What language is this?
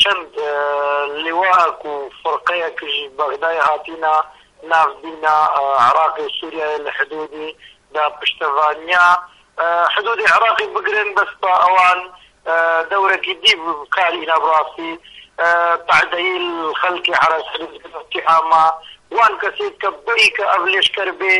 Central Kurdish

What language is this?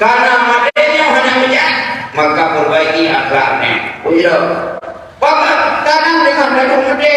Achinese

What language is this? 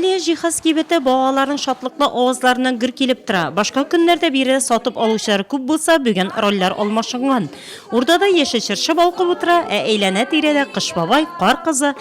Tatar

